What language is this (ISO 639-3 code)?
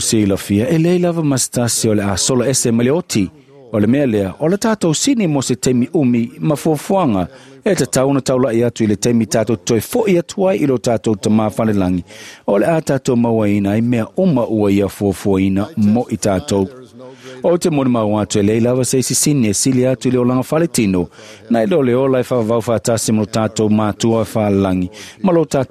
smo